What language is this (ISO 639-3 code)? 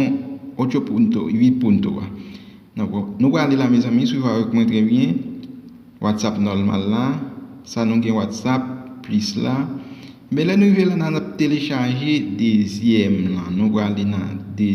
hat